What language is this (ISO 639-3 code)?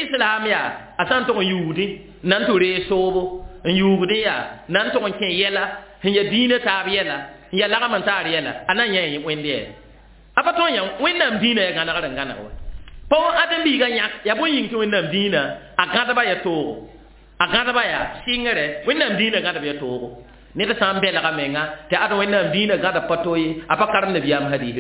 mos